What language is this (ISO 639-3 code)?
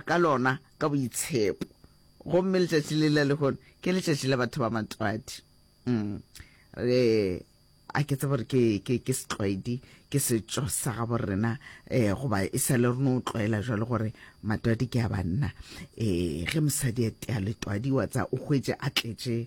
nso